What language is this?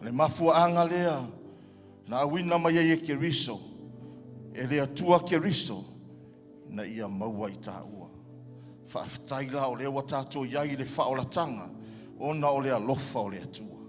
Samoan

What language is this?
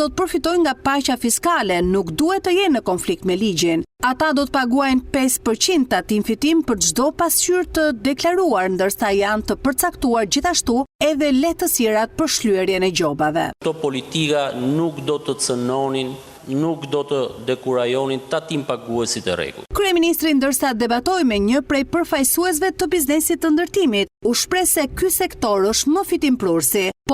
Albanian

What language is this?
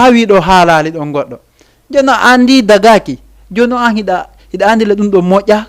Fula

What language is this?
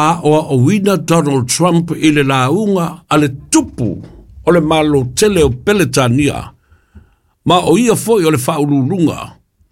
Samoan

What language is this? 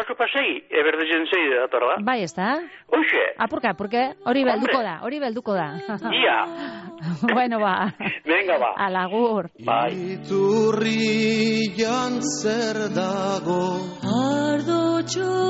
Basque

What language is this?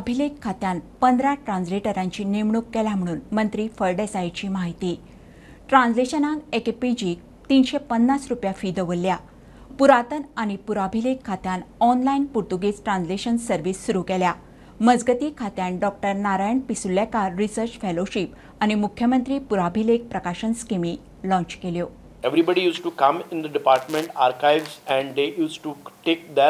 Konkani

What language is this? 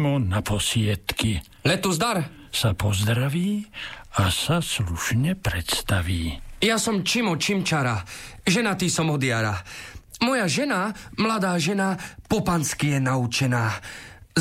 Slovak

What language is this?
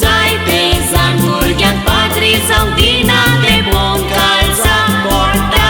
Konkani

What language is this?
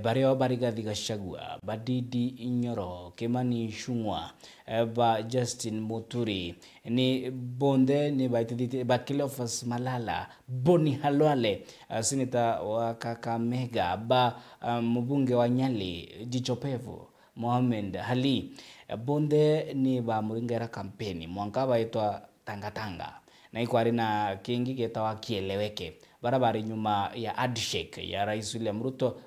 Meru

